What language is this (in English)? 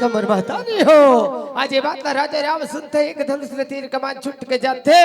Chhattisgarhi